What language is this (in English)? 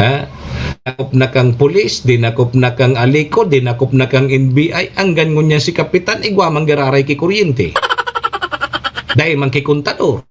Bikol